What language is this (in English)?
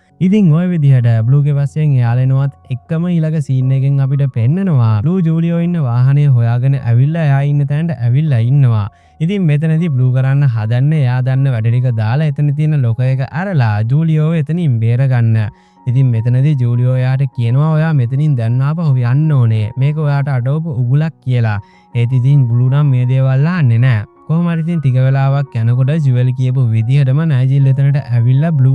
Sinhala